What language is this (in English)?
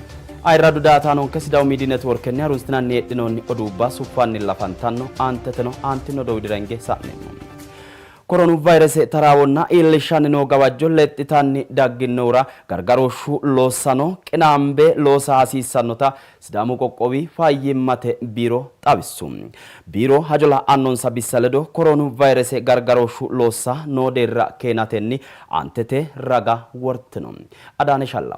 Sidamo